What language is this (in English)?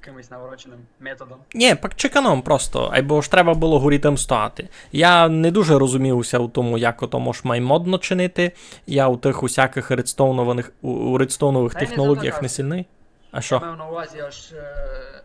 Rusyn